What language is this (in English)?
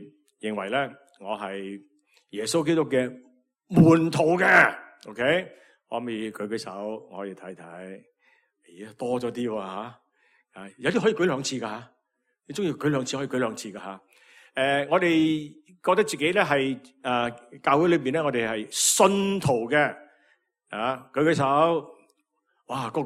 Cantonese